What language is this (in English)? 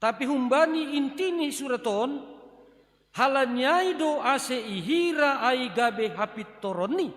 Batak Simalungun